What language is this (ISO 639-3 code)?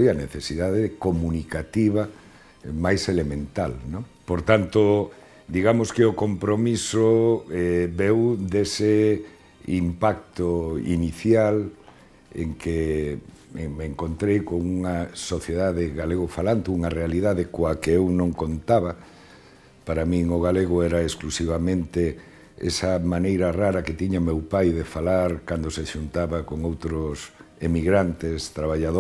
glg